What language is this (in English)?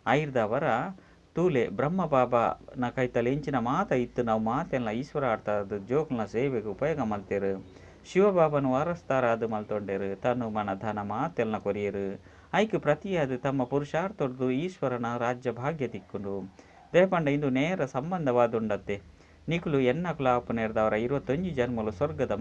Tulu